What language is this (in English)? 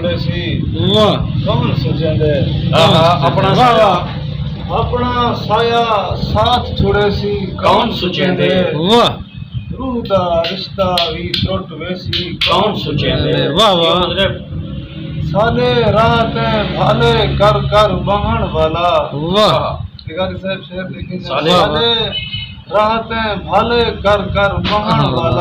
Saraiki